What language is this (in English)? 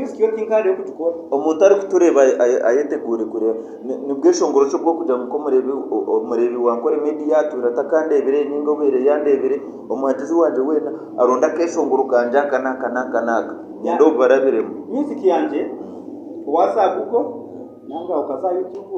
Nyankole